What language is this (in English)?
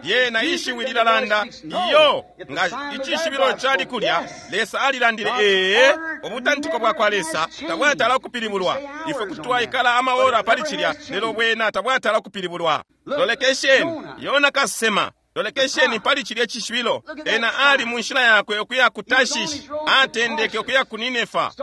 Bemba